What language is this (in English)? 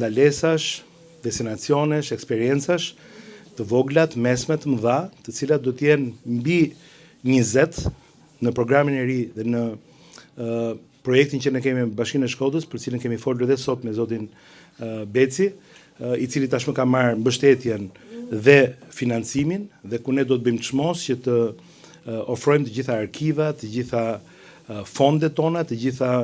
Albanian